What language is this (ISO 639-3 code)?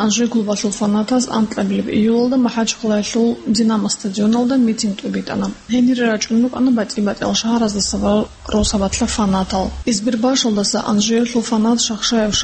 ava